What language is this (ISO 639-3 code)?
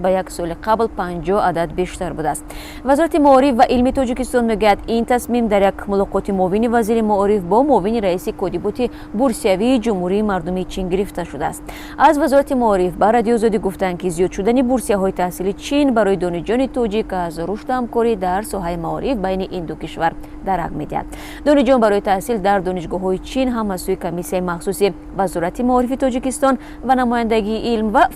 tgk